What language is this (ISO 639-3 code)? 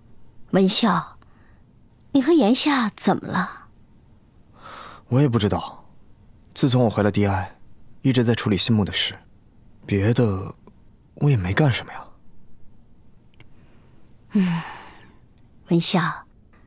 zho